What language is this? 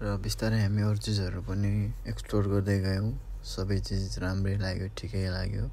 Nepali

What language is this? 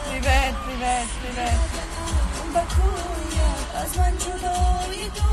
Tajik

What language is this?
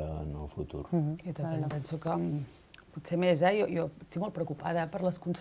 Catalan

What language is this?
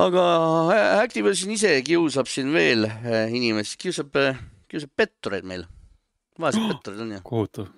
Estonian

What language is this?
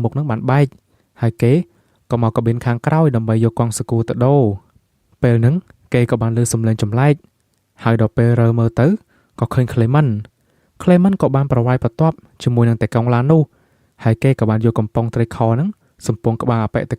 Khmer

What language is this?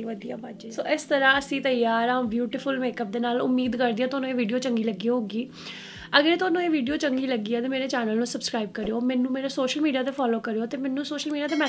Punjabi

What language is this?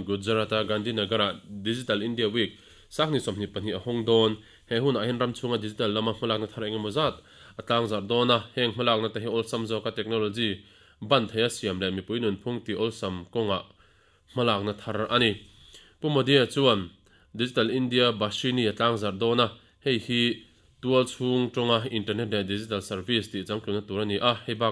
Mizo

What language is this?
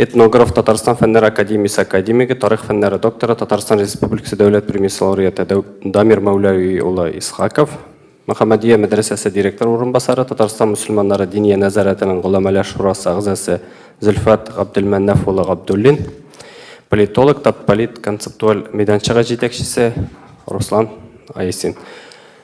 Tatar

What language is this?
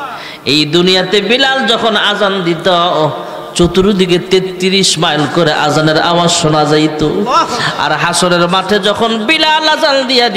Bangla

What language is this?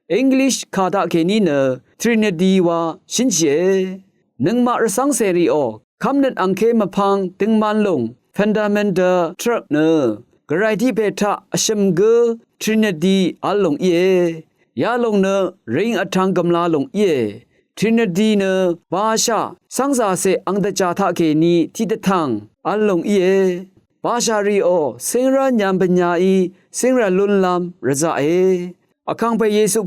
Rawang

